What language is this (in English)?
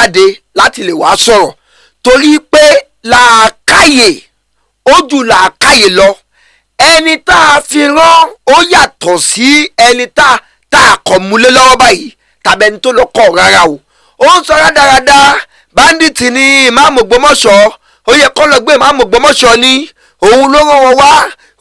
Yoruba